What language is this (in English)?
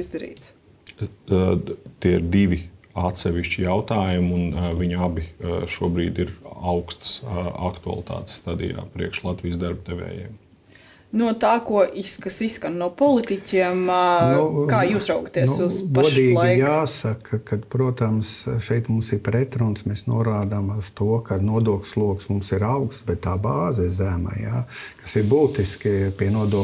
Latvian